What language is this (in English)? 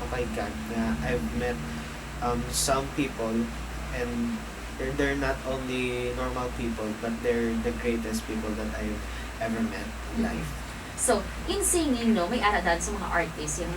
Hiligaynon